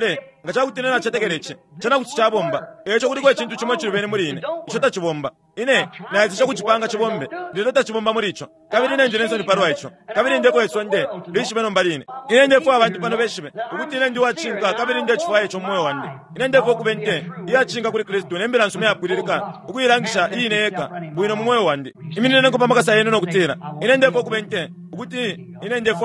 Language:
Bemba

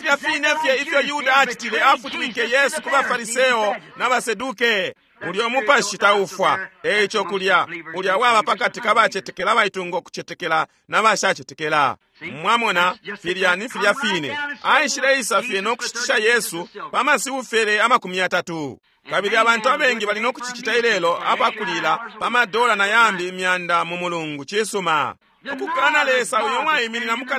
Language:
Bemba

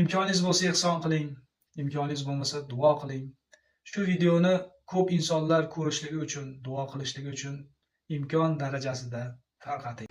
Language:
Uzbek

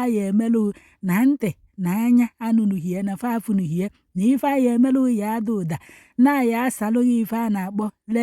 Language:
Igbo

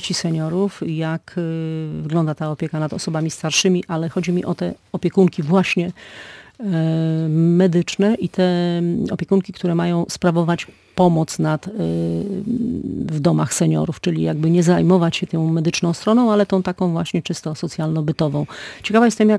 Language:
Polish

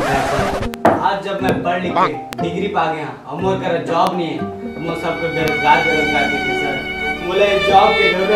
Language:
Chhattisgarhi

